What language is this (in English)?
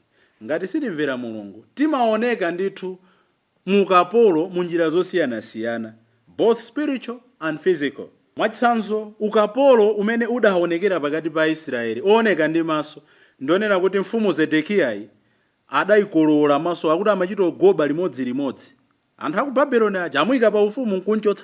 Nyanja